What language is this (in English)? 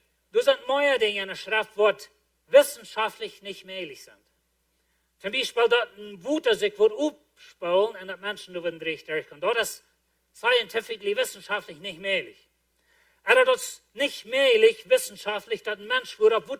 Plautdietsch